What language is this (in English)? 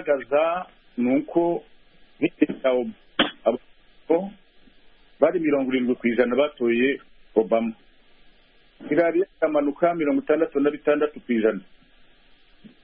Kinyarwanda